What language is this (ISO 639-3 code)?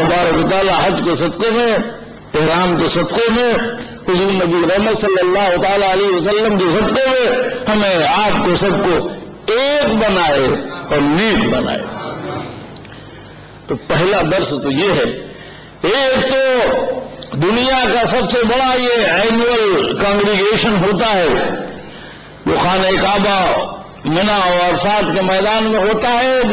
urd